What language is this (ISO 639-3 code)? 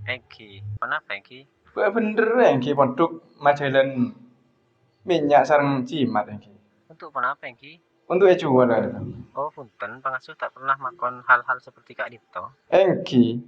mad